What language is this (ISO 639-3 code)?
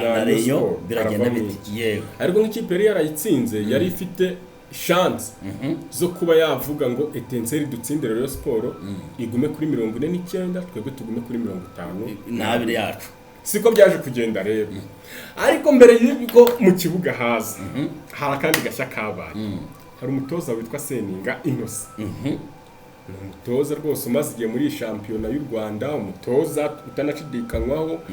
kin